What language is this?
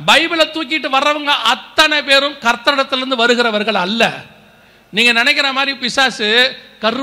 Tamil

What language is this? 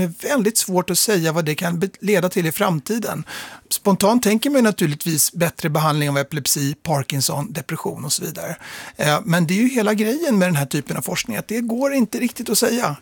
Swedish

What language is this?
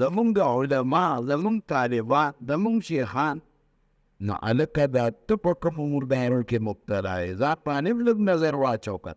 Pashto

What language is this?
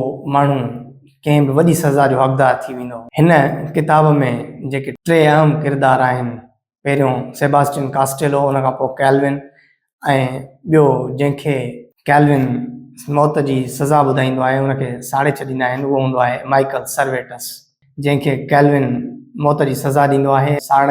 Sindhi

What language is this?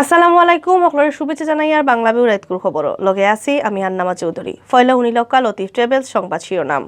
Sylheti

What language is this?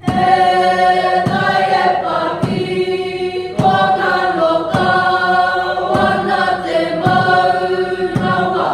Māori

